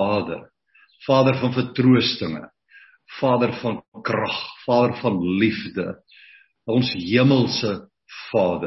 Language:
Afrikaans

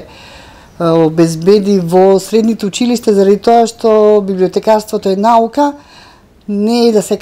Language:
Macedonian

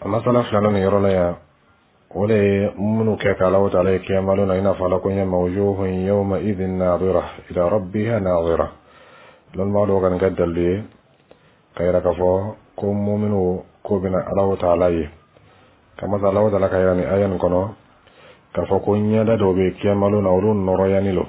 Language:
Dyula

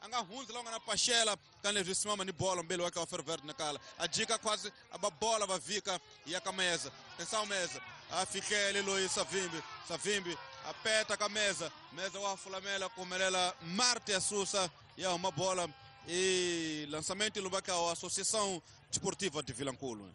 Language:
Tsonga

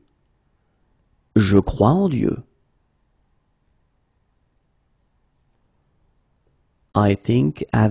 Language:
French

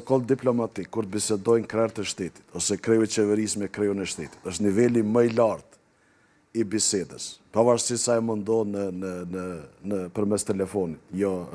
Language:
Albanian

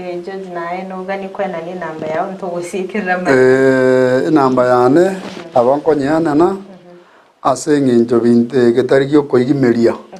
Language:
Gusii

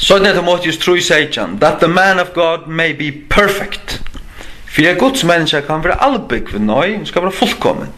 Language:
Faroese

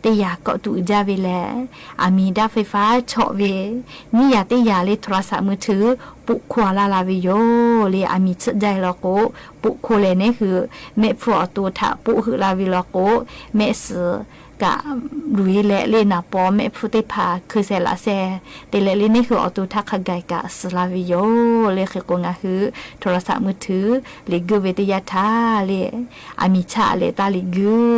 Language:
Lahu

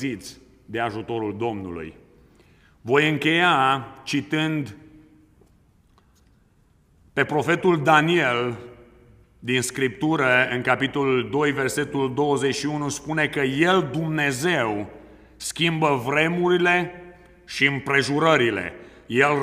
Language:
Romanian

